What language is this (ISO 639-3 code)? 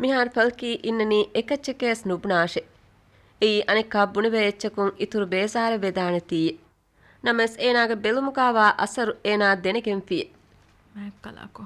div